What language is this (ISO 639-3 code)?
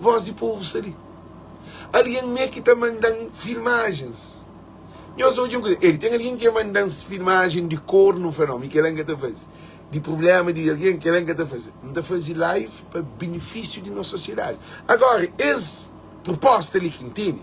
kea